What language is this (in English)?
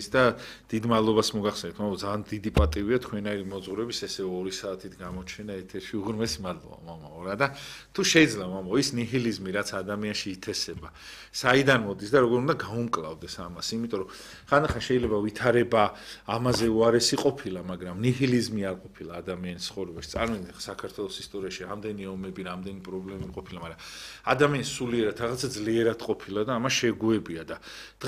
Georgian